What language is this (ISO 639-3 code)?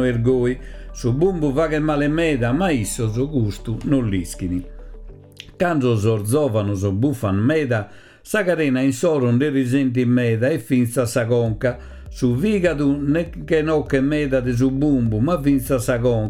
srd